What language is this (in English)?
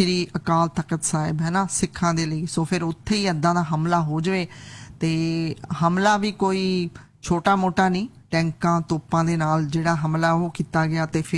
Punjabi